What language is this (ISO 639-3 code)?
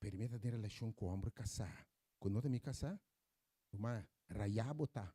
pap